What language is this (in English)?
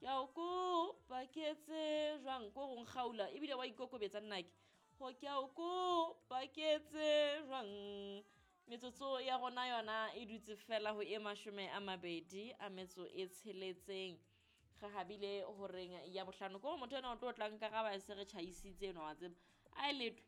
Southern Sotho